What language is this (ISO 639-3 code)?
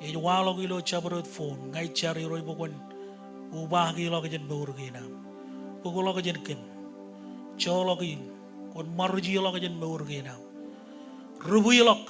mah